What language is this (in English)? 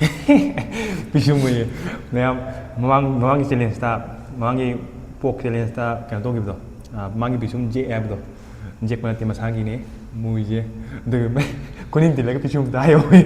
Manipuri